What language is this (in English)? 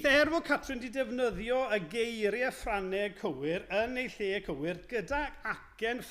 Welsh